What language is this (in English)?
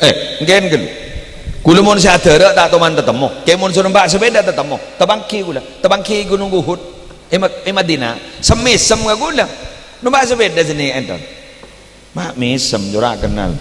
Madurese